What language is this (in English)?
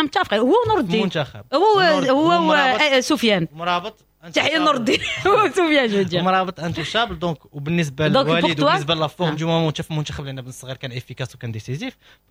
Moroccan Arabic